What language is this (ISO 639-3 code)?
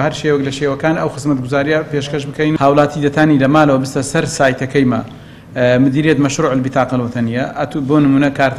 ckb